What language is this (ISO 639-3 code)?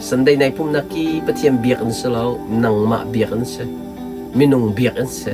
cnh